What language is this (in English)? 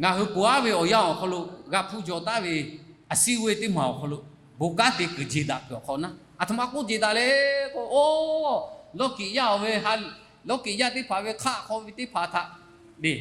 Lahu